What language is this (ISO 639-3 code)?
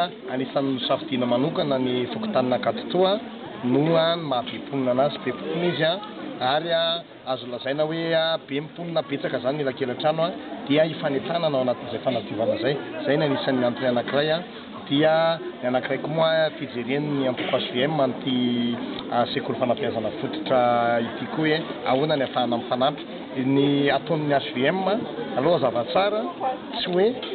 mlg